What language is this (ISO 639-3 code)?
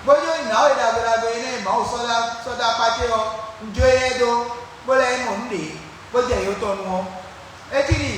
fon